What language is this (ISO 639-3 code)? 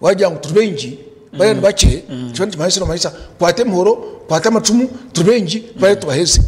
nyn